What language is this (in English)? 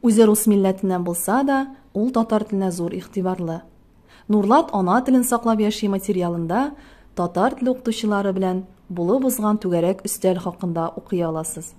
Tatar